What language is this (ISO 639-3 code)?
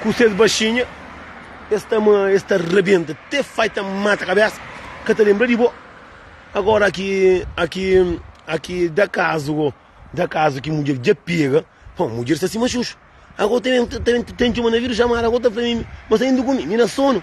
kea